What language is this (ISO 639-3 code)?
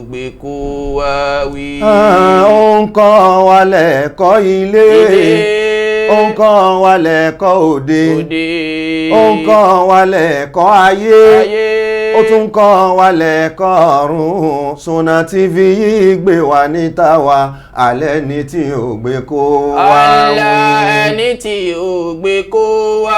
yor